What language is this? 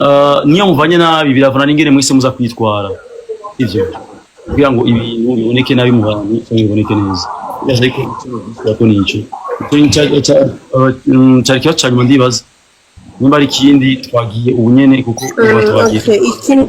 Rundi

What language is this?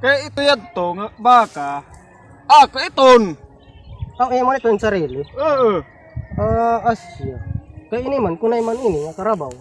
Cebuano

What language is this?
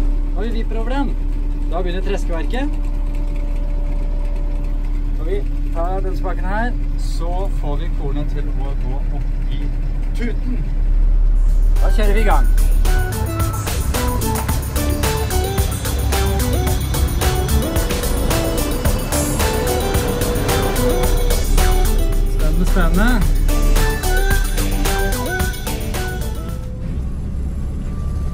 Norwegian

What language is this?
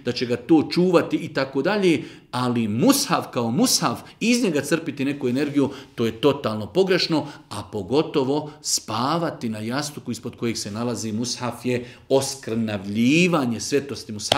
Bosnian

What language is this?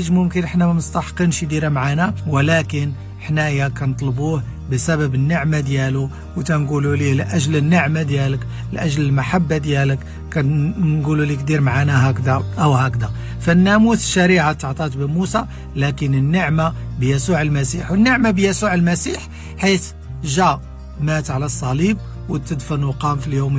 Moroccan Arabic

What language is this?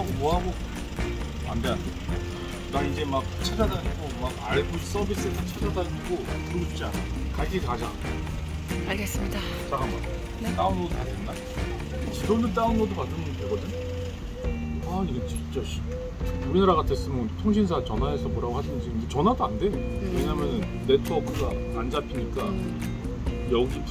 Korean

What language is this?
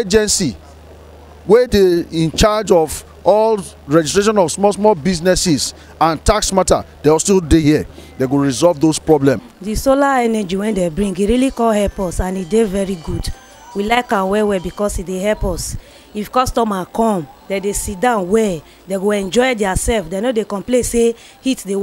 Nigerian Pidgin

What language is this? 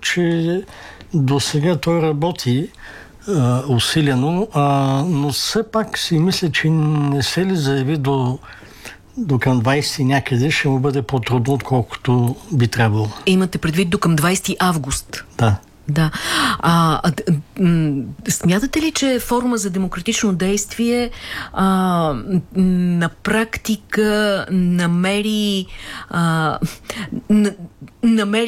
Bulgarian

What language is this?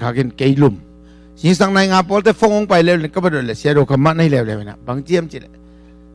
Tedim Chin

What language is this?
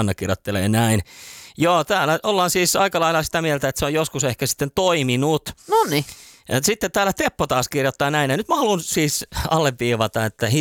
Finnish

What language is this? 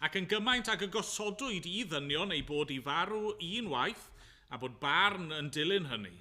Welsh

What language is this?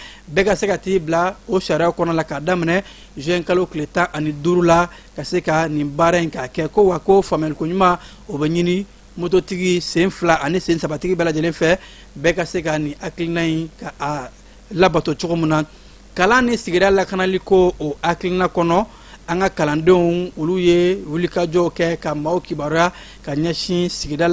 Bambara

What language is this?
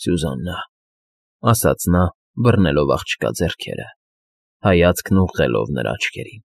Armenian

